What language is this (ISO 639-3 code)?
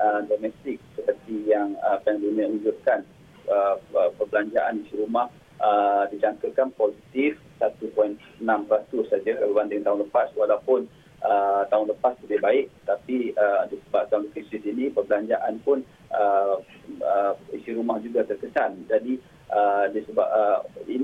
msa